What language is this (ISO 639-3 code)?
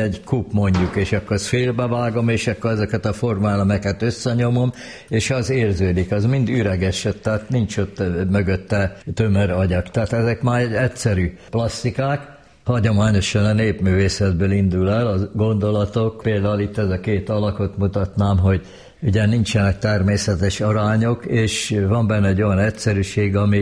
hun